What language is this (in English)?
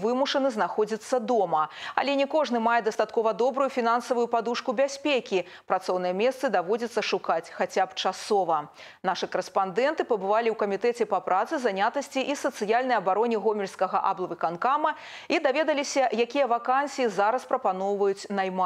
Belarusian